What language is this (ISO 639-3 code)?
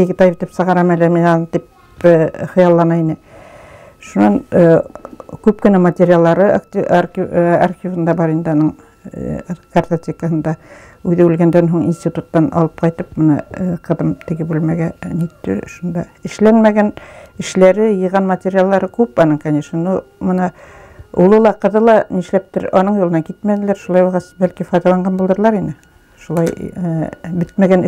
bak